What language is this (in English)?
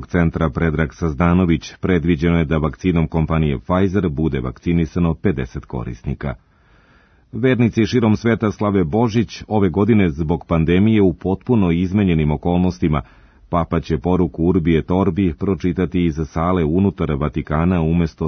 Serbian